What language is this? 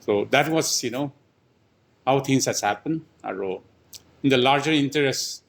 Naga Pidgin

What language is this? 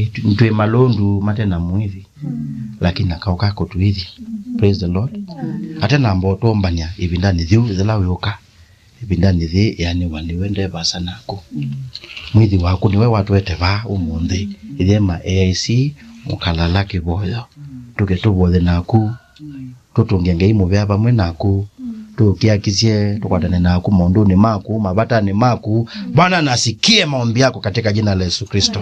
Kamba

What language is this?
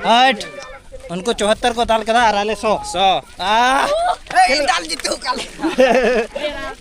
Santali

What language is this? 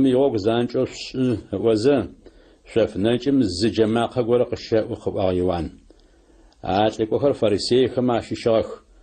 Adyghe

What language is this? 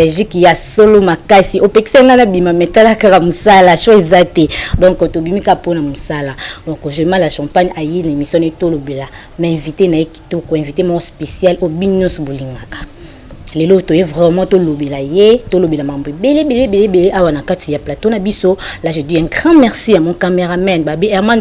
Lingala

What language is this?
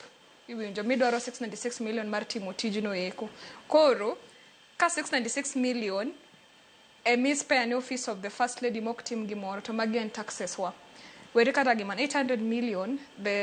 Luo (Kenya and Tanzania)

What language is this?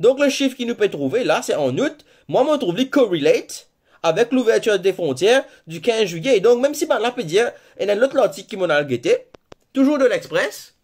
Morisyen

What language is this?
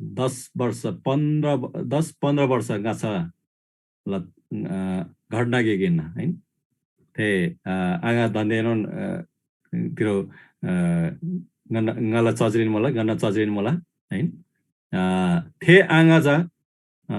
Eastern Tamang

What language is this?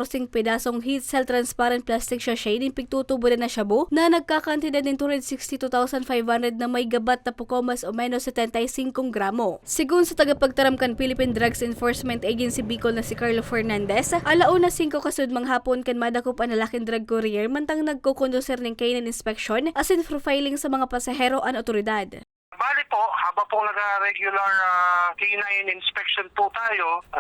Bikol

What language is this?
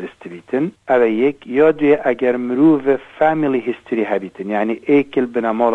Kurdish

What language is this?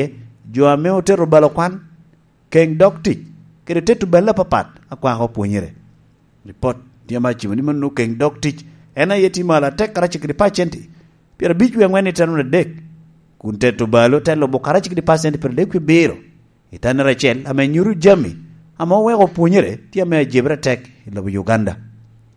Lango (Uganda)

